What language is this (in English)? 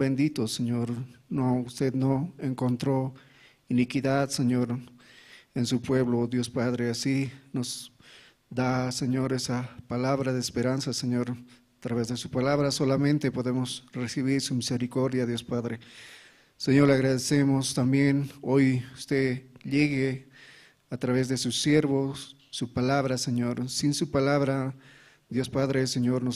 South Bolivian Quechua